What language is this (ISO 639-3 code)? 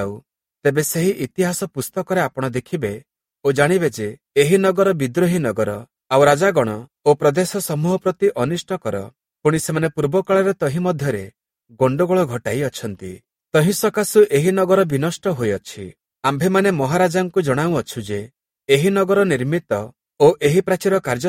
ori